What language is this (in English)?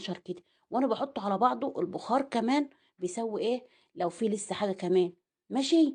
Egyptian Arabic